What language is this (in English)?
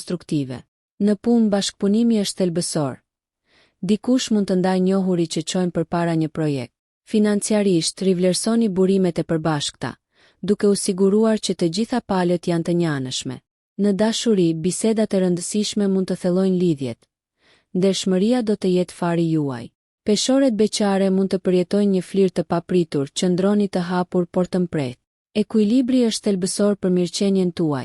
Albanian